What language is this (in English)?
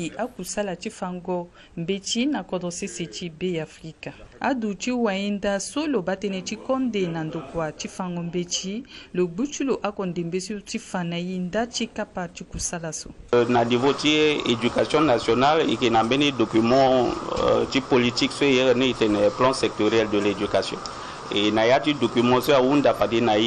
Sango